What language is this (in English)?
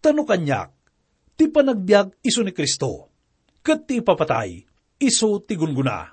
Iloko